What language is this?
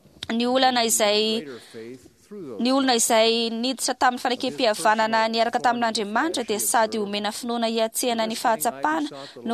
Malagasy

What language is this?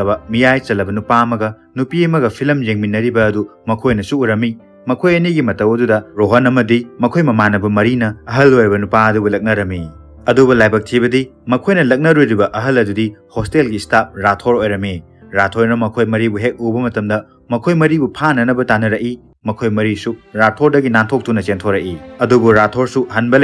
Manipuri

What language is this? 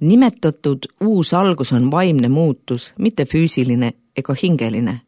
Estonian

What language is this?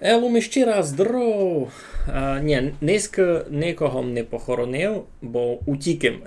Rusyn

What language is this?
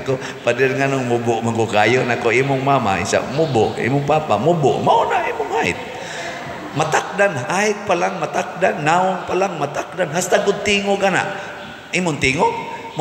Cebuano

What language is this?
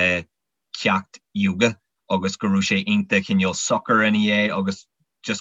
Irish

